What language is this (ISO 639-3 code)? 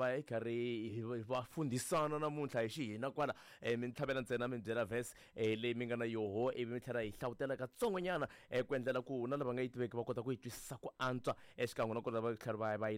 tso